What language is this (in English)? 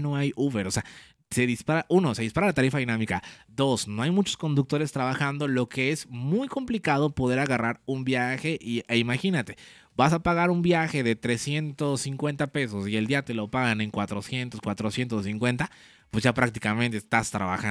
Spanish